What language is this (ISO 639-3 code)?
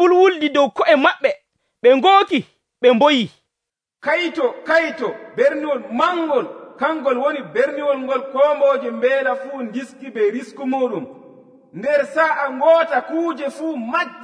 fuv